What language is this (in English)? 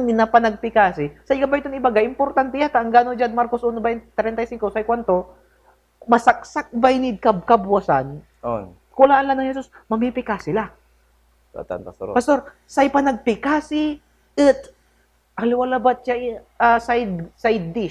Pangasinan